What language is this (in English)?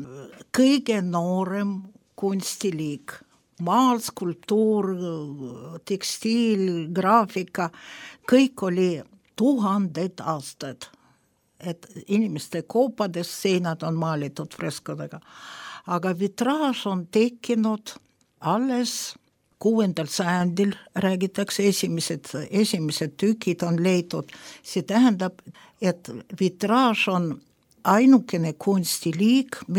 Estonian